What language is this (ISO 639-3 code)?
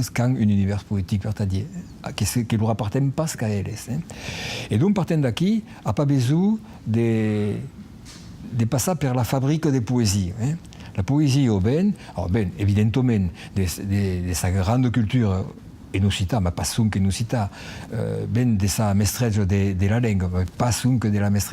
oci